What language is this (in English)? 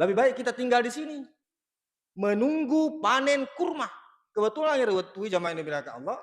Buginese